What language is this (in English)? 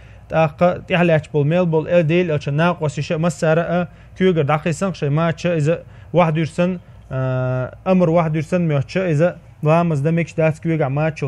Chechen